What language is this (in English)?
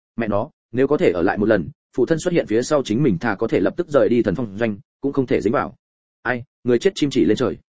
Vietnamese